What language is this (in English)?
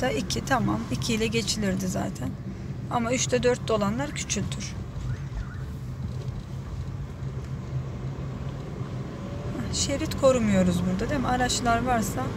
Turkish